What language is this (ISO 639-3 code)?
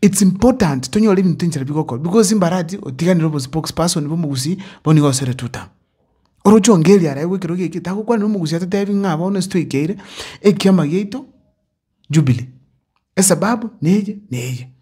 guz